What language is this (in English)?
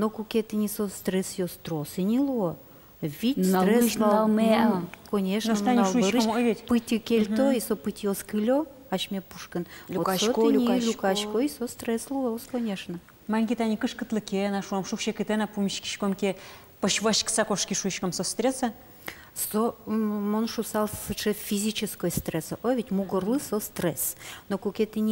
Udmurt